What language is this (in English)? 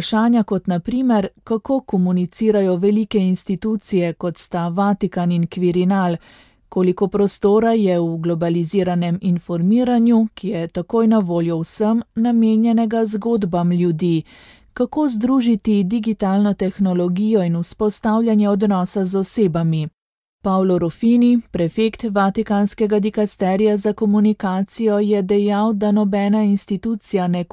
Slovenian